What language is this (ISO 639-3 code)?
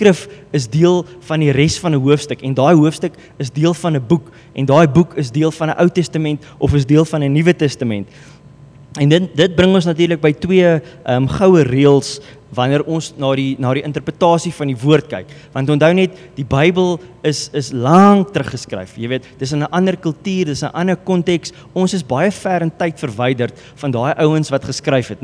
afr